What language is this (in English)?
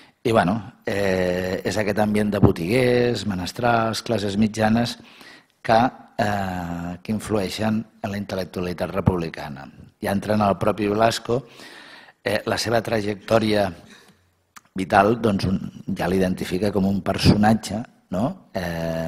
Catalan